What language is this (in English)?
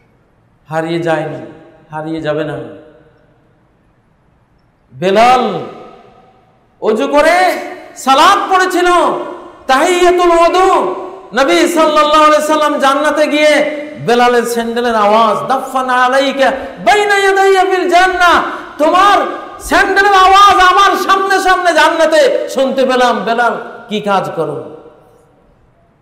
Bangla